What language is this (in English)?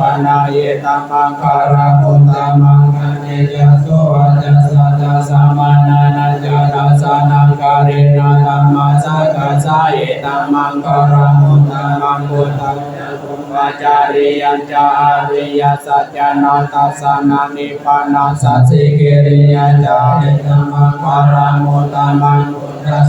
Pali